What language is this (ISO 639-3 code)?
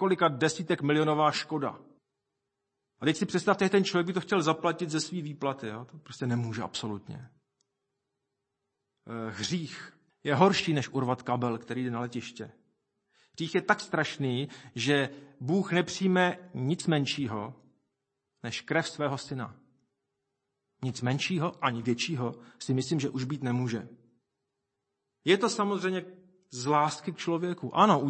ces